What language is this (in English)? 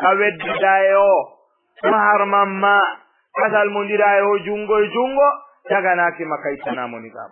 Fula